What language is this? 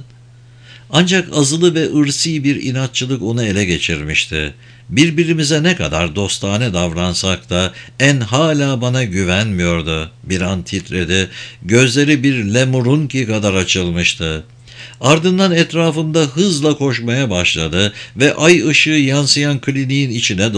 Turkish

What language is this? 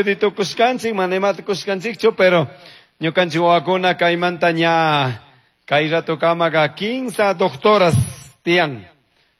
Chimborazo Highland Quichua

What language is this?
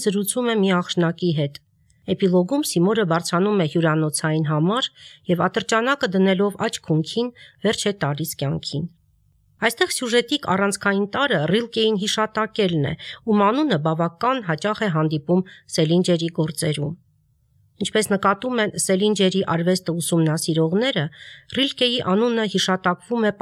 Armenian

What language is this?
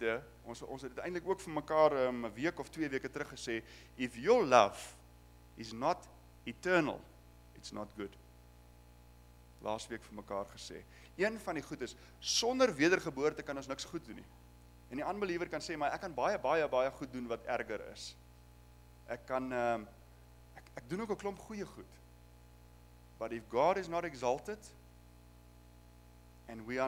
Afrikaans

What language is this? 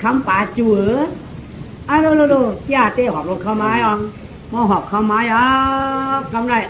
Shan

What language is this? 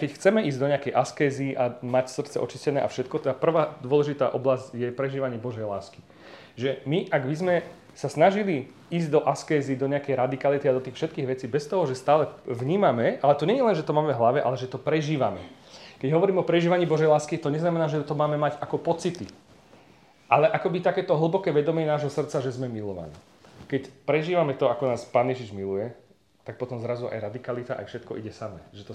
Slovak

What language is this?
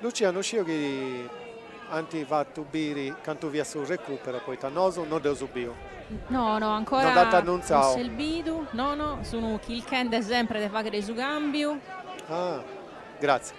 Sardinian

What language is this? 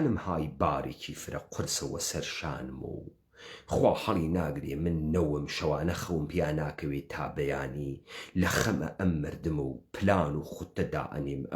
Central Kurdish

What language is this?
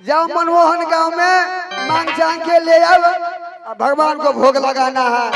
Maithili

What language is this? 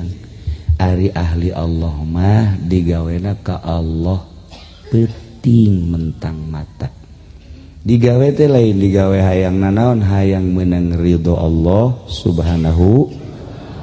Sundanese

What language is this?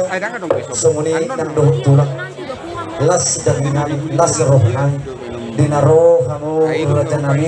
Batak Toba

